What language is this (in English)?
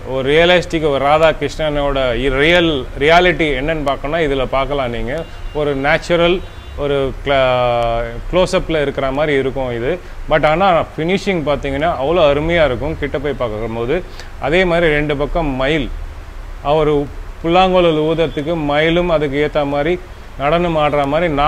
Tamil